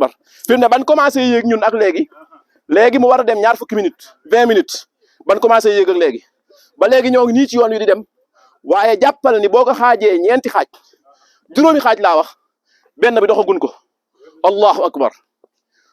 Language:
Wolof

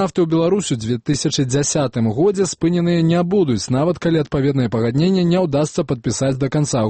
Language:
Belarusian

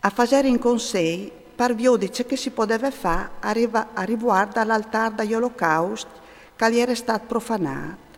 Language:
Friulian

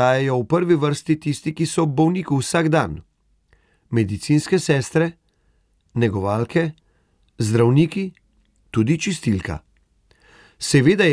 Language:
Slovenian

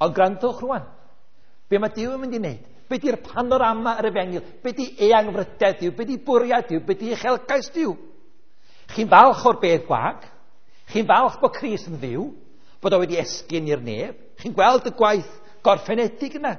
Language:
Welsh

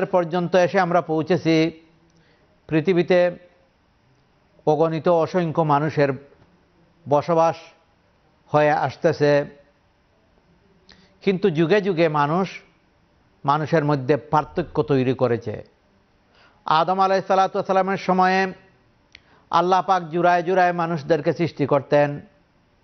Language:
Bangla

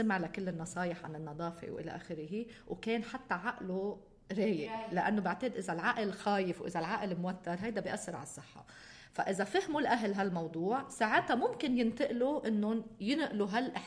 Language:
North Levantine Arabic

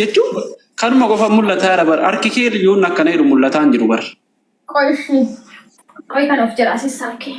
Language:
Oromo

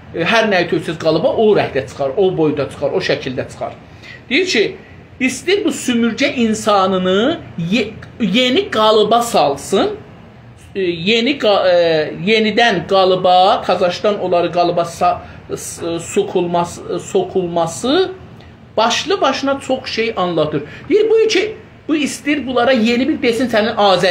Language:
South Azerbaijani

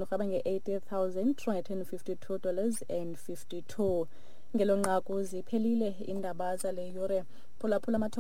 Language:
Xhosa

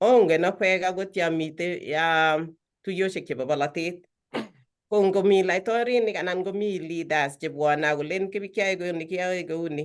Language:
Kalenjin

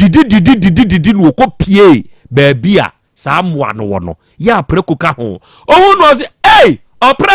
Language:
Akan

